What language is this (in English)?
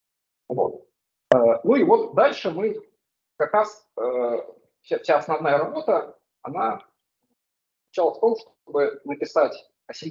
Russian